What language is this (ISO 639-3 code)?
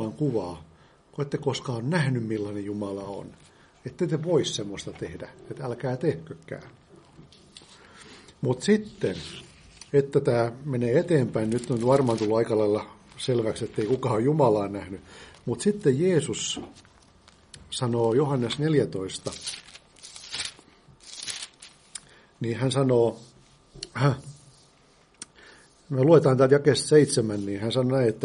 fin